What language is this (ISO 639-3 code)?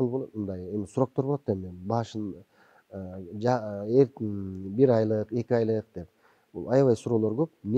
kir